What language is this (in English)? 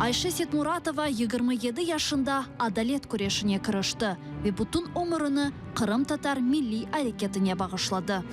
Crimean Tatar